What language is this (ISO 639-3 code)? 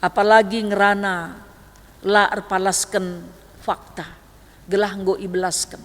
btx